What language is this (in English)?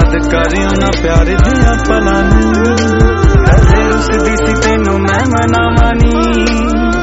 Punjabi